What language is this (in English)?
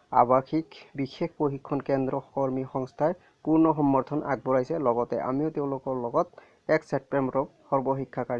Assamese